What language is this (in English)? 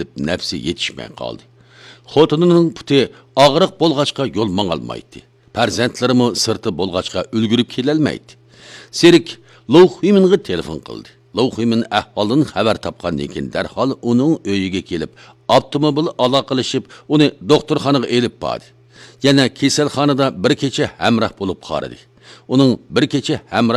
Uyghur